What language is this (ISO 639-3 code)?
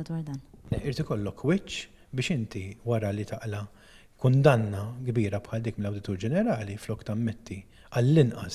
mlt